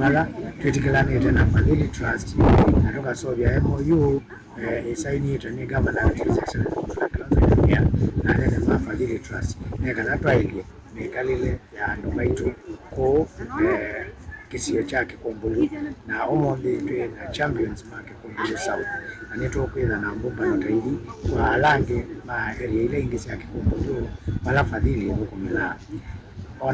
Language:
Kamba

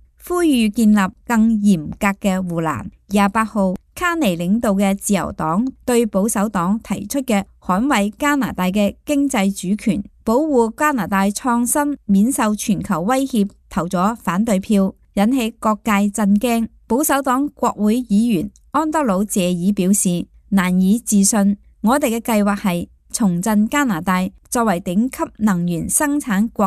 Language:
Cantonese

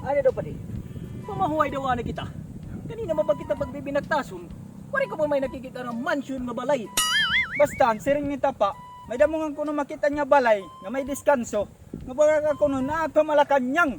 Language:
Waray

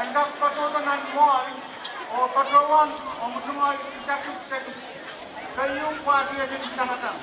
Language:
Pohnpeian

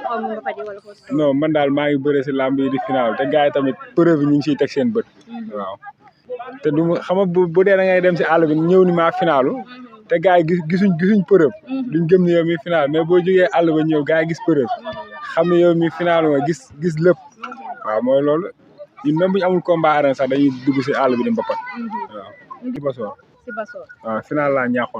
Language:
Wolof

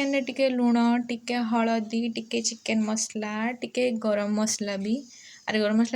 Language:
Odia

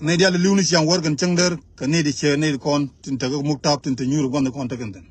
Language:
Nuer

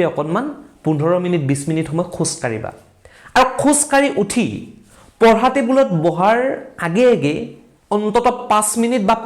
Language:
Assamese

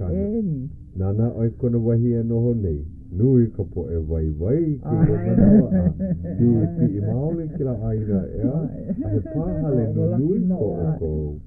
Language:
Hawaiian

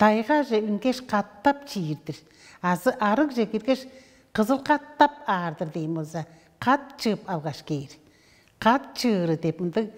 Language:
Tuvinian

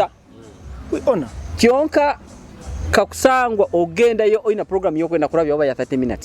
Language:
Nyoro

